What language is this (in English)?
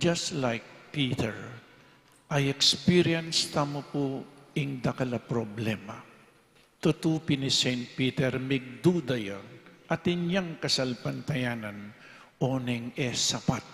Pampanga